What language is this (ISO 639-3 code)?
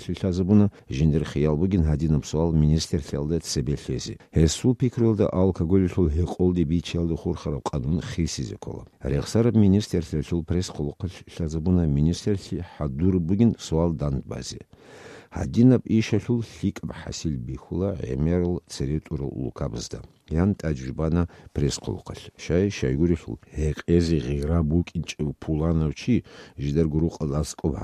ava